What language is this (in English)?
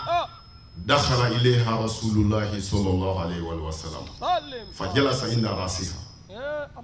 Bambara